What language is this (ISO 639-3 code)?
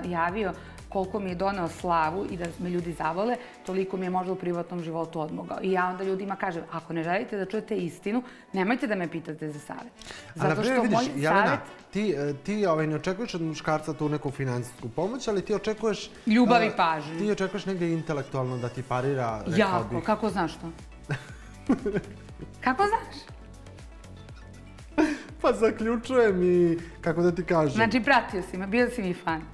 srp